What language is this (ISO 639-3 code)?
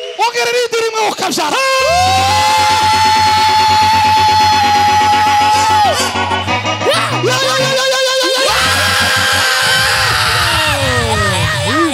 kin